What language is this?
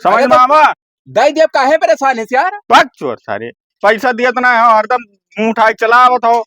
Awadhi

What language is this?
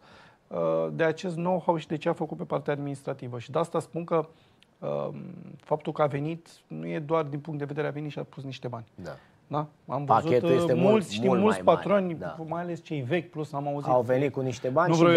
Romanian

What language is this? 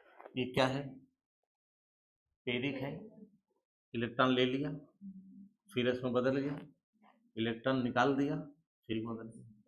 Hindi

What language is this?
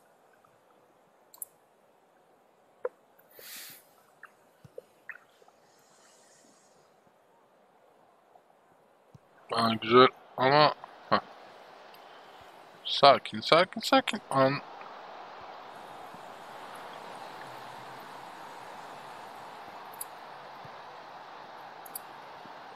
Turkish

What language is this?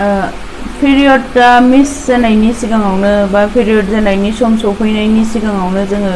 Bodo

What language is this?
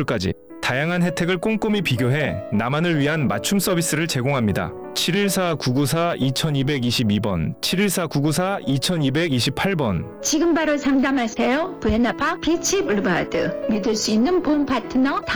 Korean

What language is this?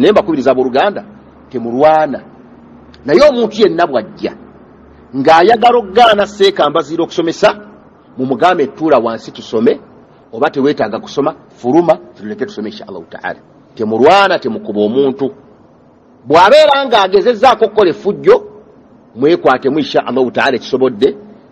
Ganda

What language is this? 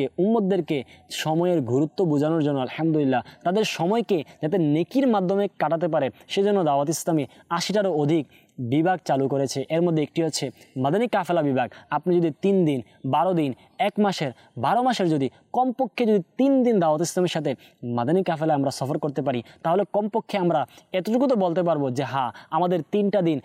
Bangla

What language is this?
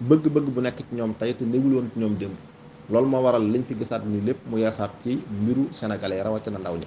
Wolof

